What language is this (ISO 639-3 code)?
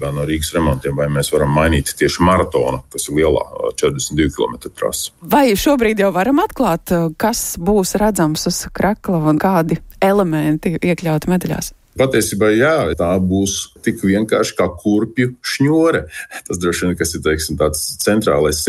lav